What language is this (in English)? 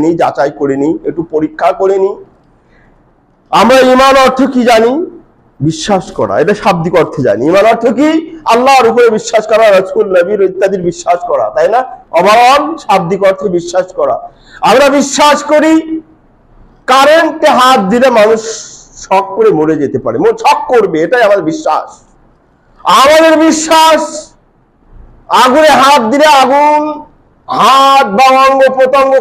Bangla